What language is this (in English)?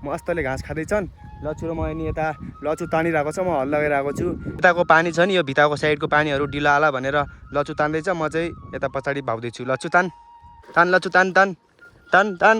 Nepali